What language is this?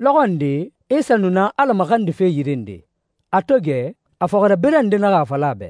Susu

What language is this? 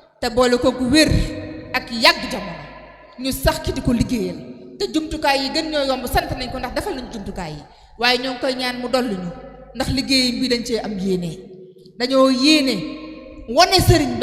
Wolof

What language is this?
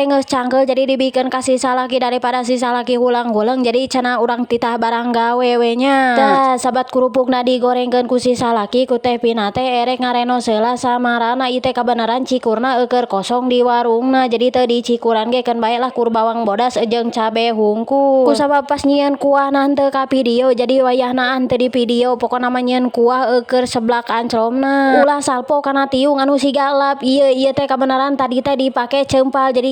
Sundanese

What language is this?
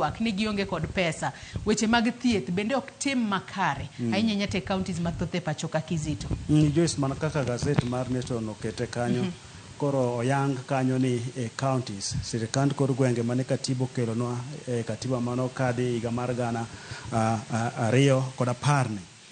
Luo (Kenya and Tanzania)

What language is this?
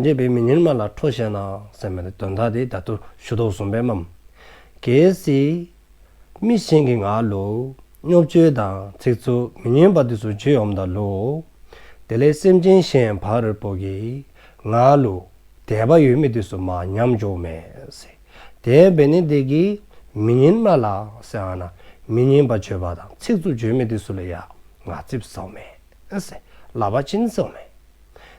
Dzongkha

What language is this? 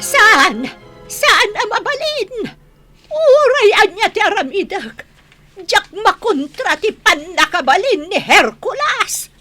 Iloko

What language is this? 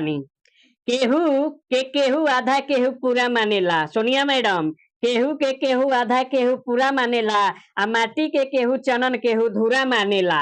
Bhojpuri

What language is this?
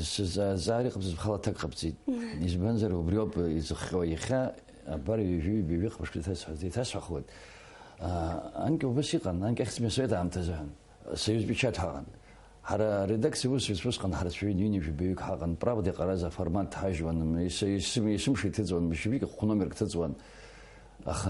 Abkhazian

